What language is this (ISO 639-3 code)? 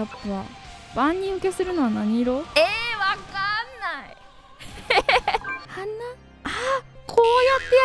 jpn